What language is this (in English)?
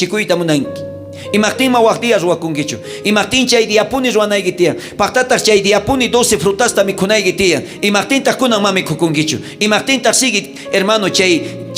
South Bolivian Quechua